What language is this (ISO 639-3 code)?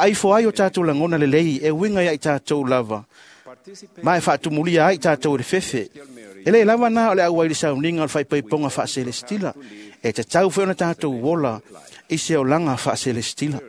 smo